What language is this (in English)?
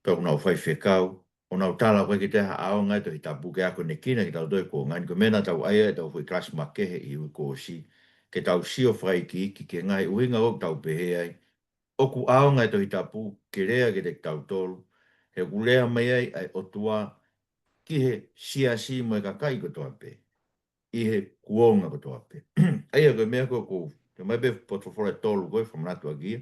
Tongan